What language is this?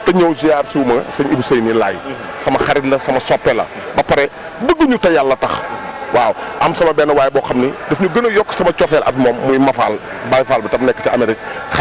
Wolof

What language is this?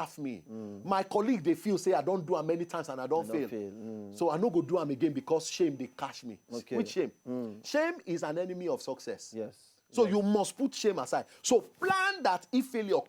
Nigerian Pidgin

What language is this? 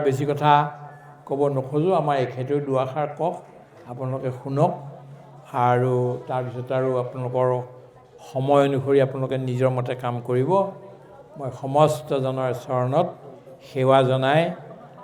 Assamese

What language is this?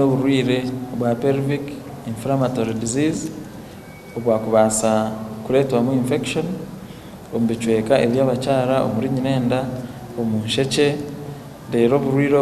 Nyankole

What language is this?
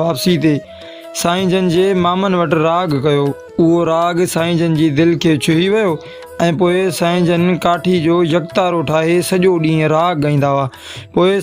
Sindhi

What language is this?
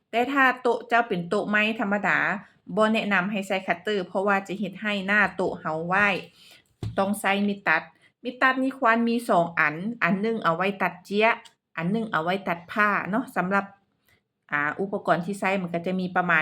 Lao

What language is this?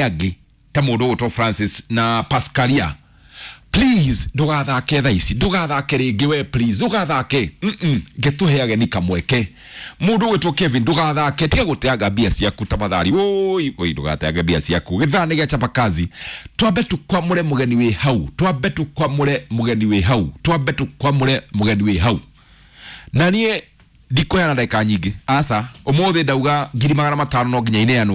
Kikuyu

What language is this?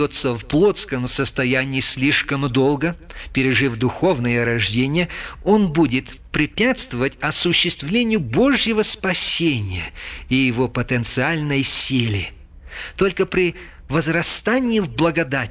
Russian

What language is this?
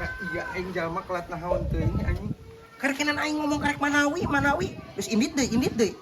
Sundanese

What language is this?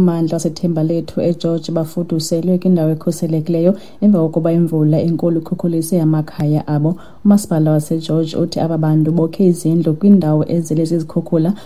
Xhosa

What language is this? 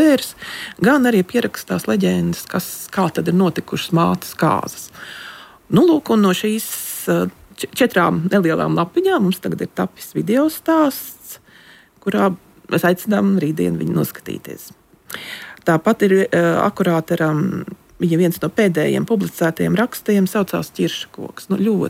Latvian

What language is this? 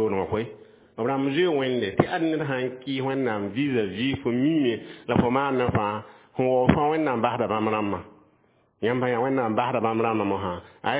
Mossi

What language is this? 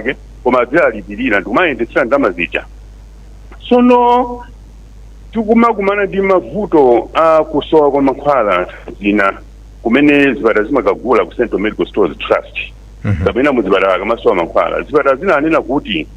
Nyanja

